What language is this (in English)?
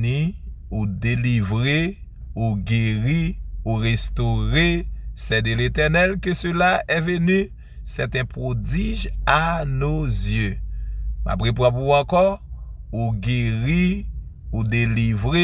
Haitian Creole